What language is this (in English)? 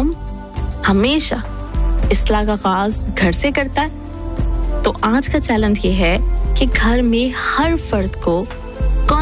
Urdu